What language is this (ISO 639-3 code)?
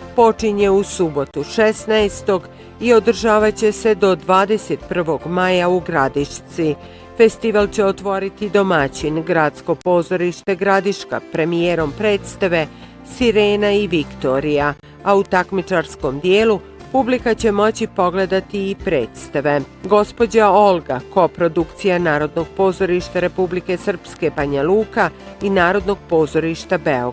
bos